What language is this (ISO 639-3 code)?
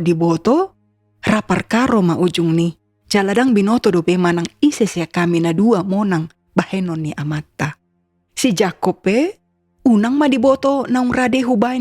bbc